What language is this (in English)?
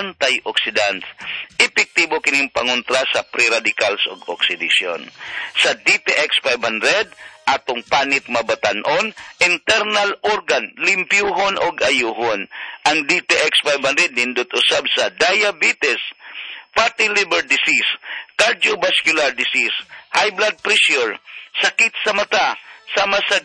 Cebuano